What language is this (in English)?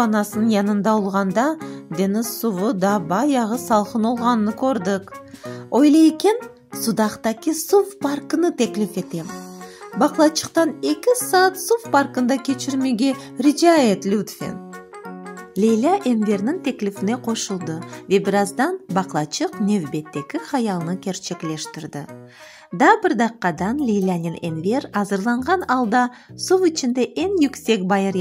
Crimean Tatar